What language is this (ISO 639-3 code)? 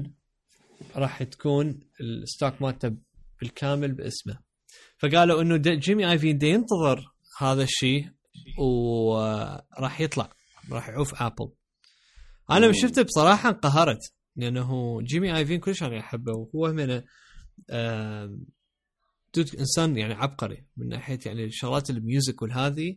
acm